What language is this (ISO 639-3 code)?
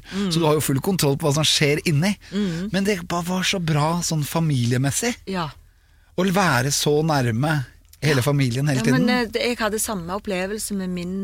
nor